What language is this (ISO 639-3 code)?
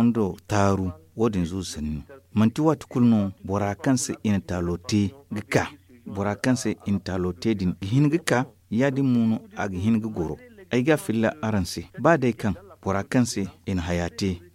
dje